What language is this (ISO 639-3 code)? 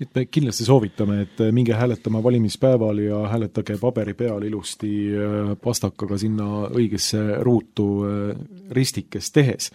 est